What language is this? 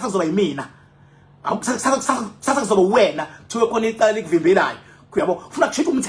Zulu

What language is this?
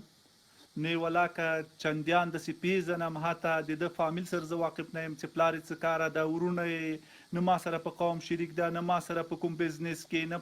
Pashto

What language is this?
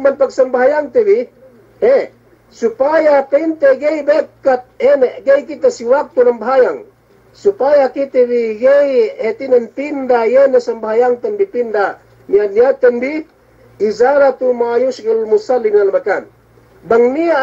Yakan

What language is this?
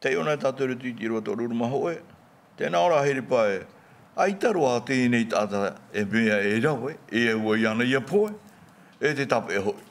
Tahitian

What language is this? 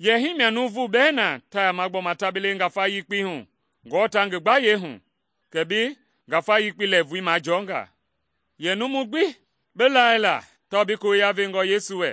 Mende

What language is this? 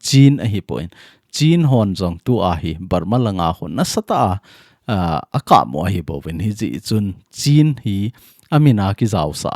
Thado Chin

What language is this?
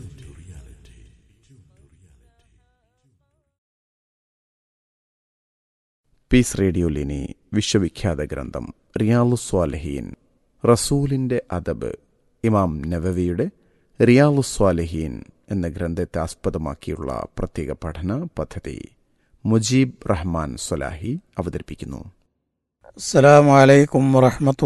Malayalam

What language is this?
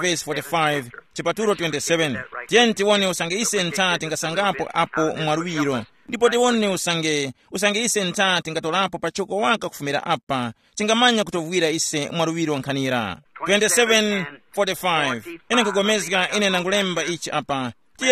Tumbuka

